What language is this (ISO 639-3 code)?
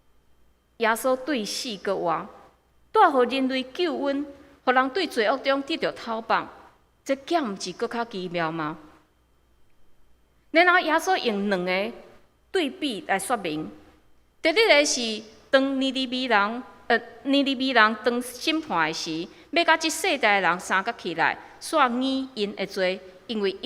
nan